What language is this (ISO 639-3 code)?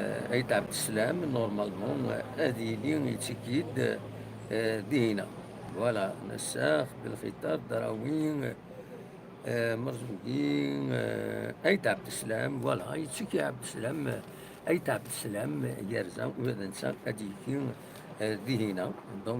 kab